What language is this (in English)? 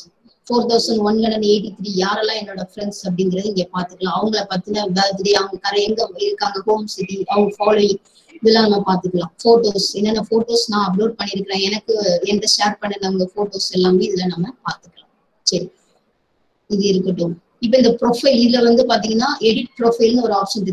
Tamil